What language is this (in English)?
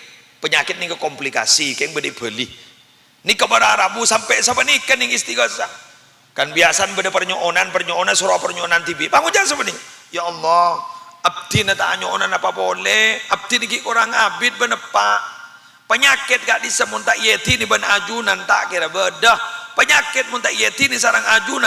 Madurese